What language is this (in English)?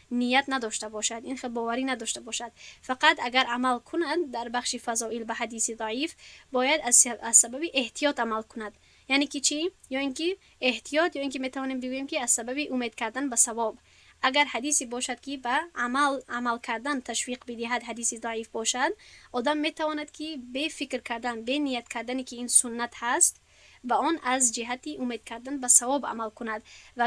Tajik